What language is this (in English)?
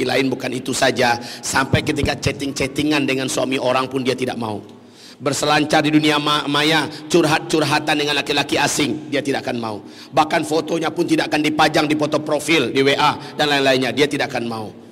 Indonesian